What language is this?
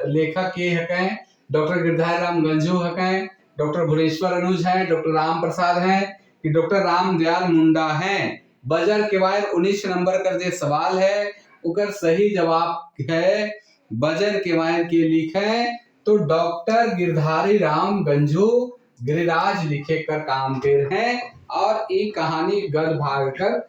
Sadri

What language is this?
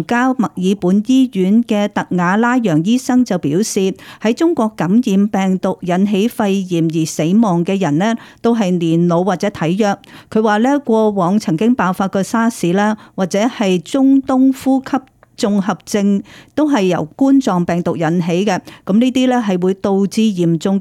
Cantonese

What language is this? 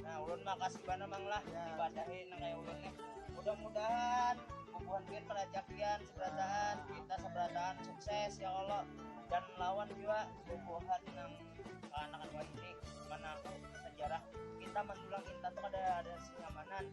Banjar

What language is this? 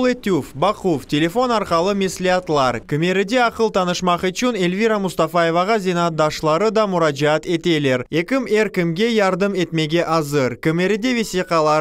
Crimean Tatar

